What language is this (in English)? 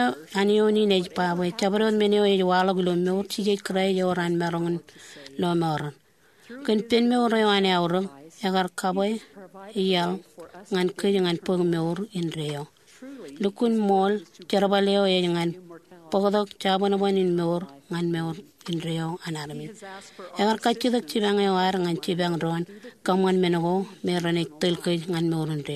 Marshallese